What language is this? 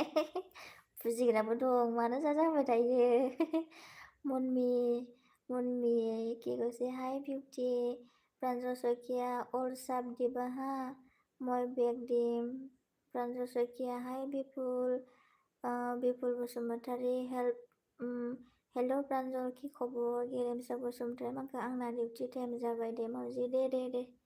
Bodo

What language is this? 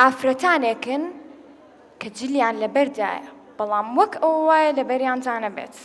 Central Kurdish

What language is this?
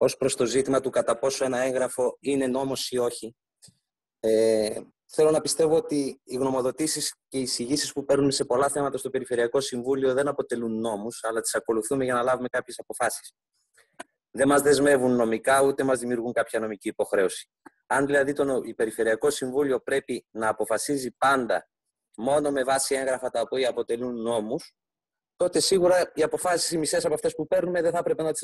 Greek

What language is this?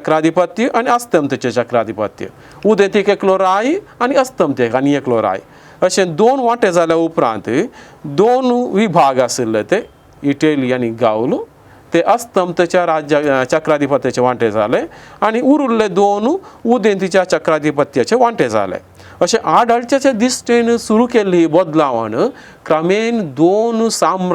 Konkani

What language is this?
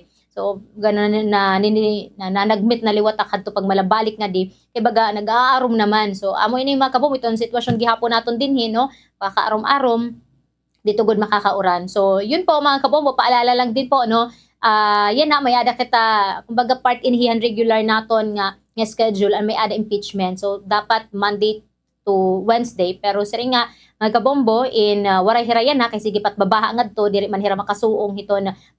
Waray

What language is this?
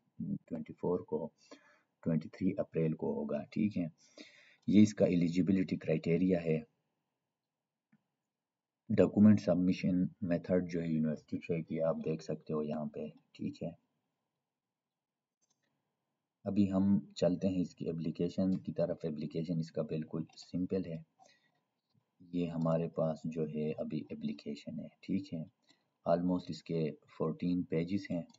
Urdu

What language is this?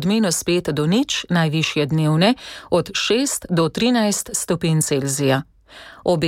Slovenian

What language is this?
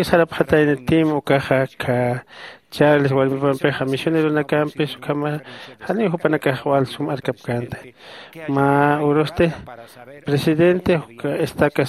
Aymara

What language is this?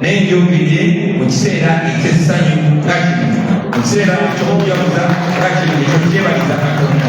Ganda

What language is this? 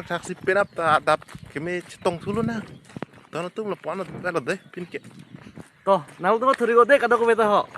Karbi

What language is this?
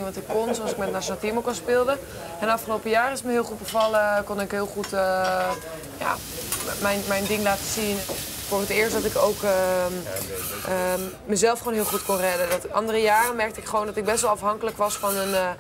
Dutch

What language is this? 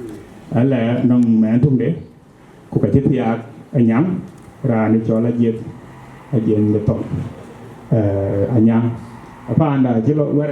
Dinka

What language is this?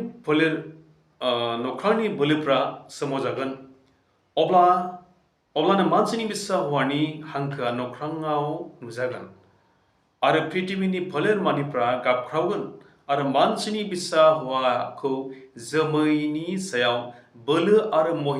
Bodo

